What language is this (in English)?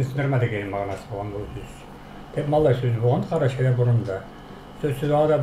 Karachay-Balkar